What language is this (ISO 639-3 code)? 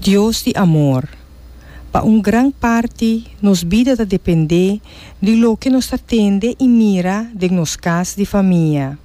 pap